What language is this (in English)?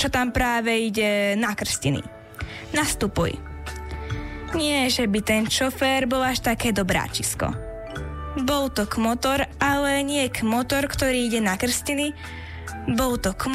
Slovak